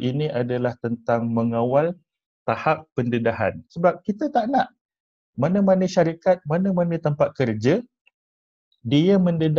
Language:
Malay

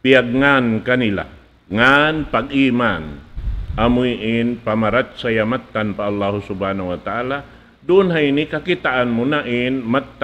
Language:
Tausug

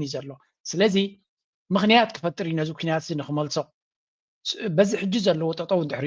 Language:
Tigrinya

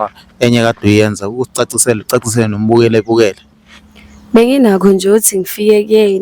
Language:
Zulu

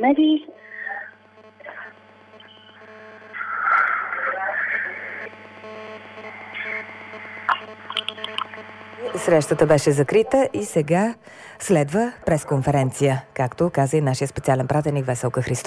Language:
Bulgarian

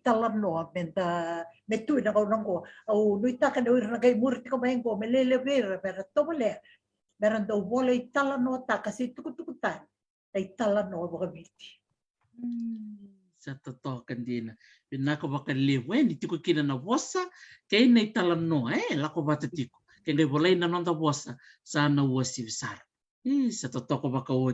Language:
Fijian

